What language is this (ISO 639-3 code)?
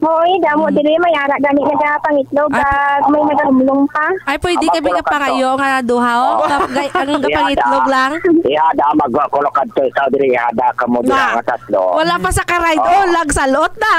hil